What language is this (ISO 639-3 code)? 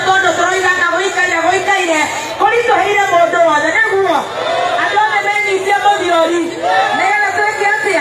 kik